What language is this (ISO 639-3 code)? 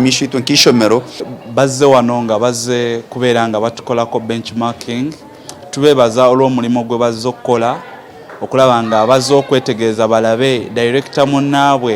nyn